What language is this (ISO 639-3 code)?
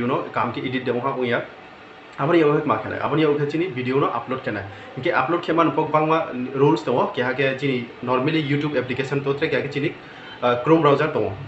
ria